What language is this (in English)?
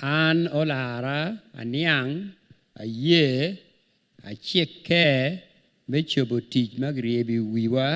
Acoli